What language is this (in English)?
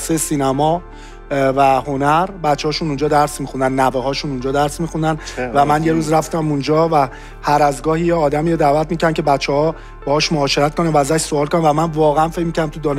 Persian